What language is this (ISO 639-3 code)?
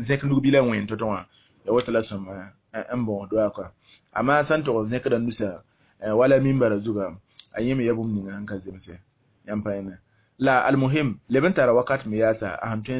mos